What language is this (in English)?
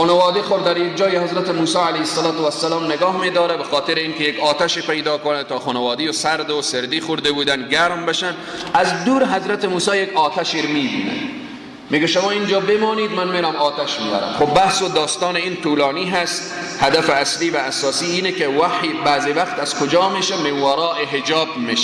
Persian